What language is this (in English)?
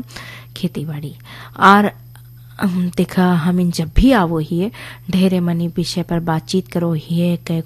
Bhojpuri